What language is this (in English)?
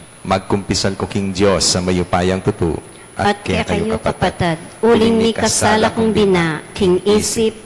Pampanga